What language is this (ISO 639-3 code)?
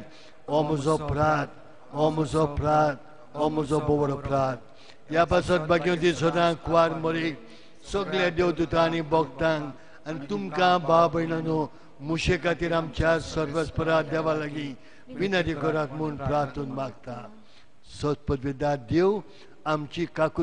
kok